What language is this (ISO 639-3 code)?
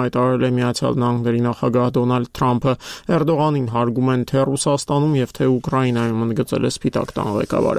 hye